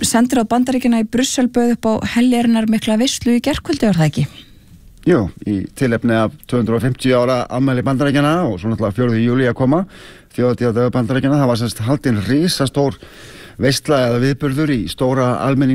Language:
Icelandic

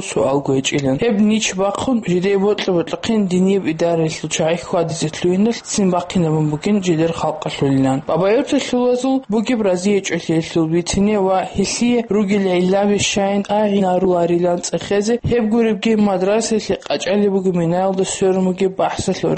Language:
Avaric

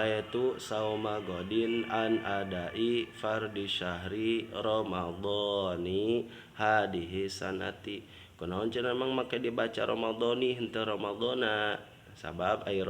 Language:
Sundanese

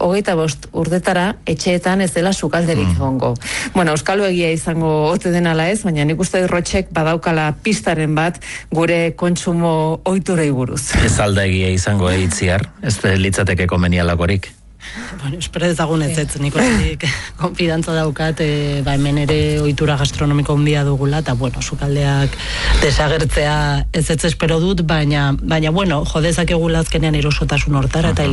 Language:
Basque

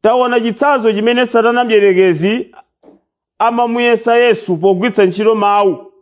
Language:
Nyanja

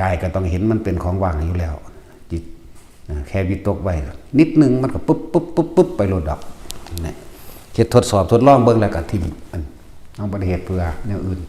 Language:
Northeastern Thai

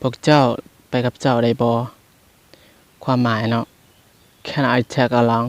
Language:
Lao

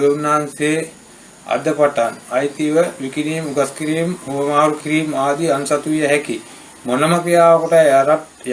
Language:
Sinhala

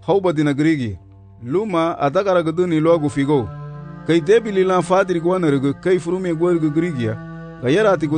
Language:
Garifuna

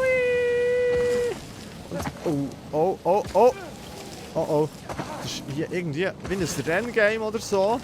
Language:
Swiss German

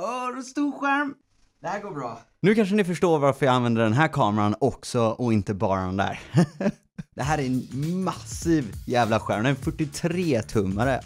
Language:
Swedish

